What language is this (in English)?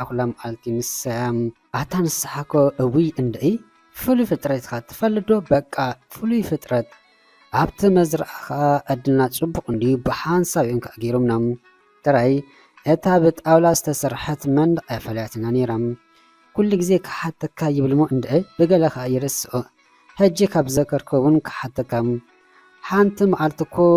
Tigrinya